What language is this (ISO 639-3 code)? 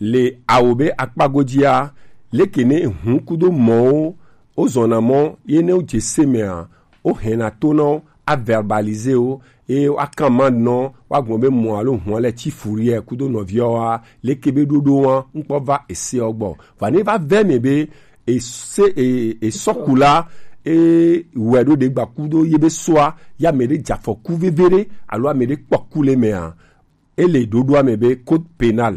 gej